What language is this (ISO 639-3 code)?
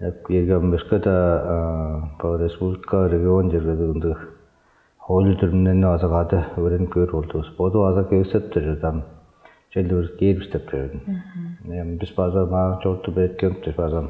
tyv